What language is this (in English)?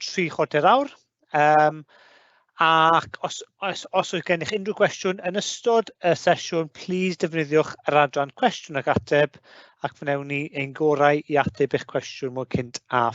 Welsh